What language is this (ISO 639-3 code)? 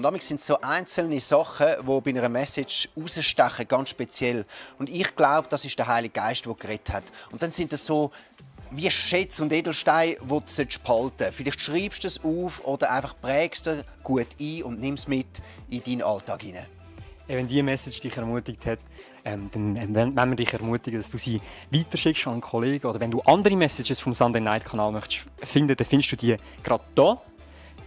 gsw